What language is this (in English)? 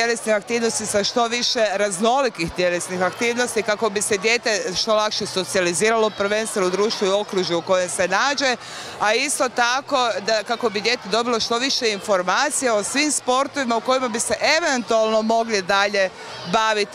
Croatian